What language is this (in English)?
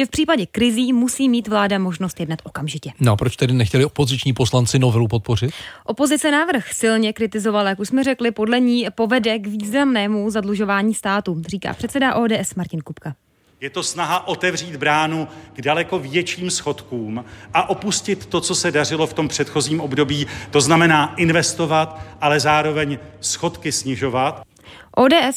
Czech